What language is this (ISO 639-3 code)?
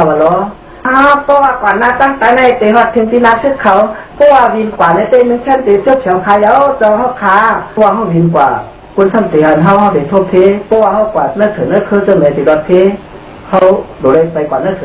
shn